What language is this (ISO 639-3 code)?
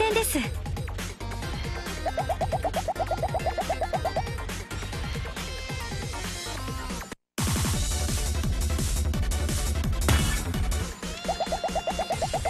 jpn